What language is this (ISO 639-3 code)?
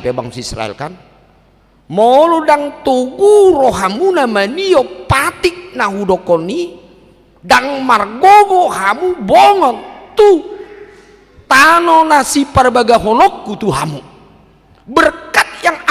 bbc